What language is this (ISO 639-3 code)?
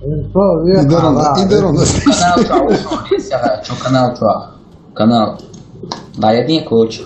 che